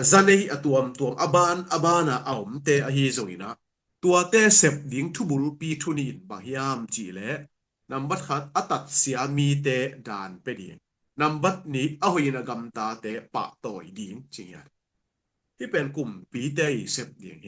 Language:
Tedim Chin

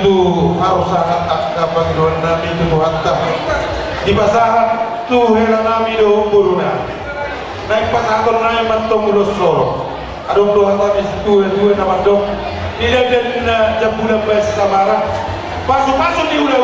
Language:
Batak Toba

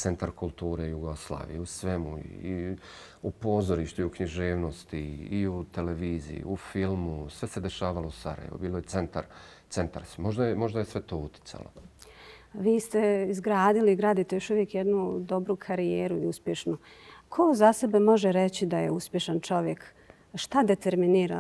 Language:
Bosnian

